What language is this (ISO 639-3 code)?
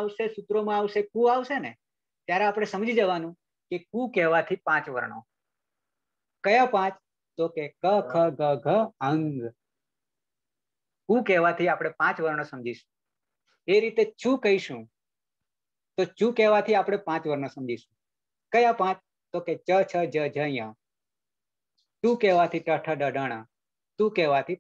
guj